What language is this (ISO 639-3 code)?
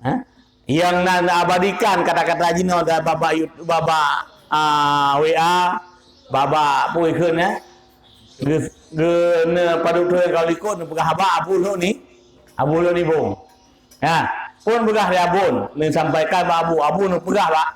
ace